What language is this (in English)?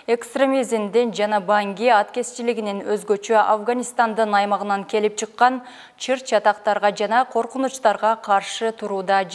Kyrgyz